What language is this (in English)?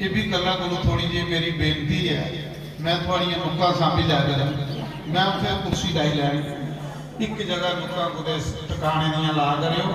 Dogri